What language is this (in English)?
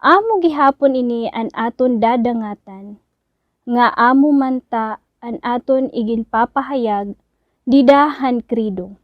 Waray